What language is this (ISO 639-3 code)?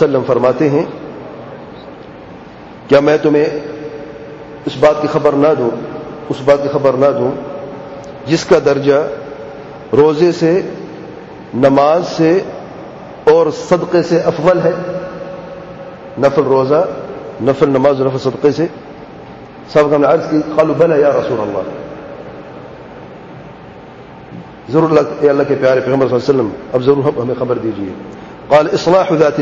urd